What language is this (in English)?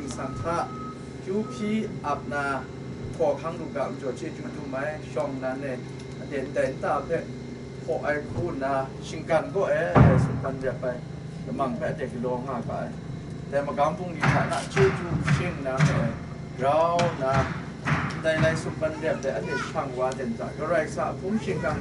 Kachin